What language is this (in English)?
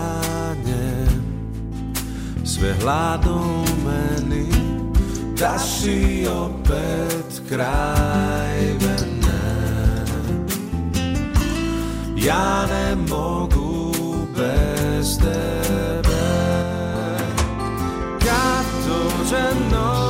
Croatian